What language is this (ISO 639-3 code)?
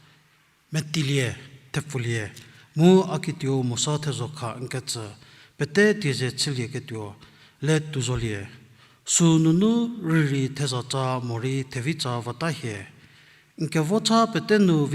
njm